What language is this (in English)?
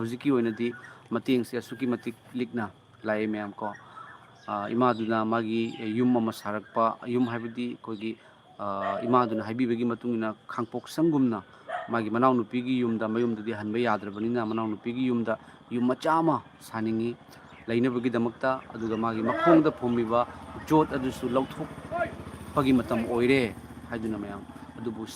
Manipuri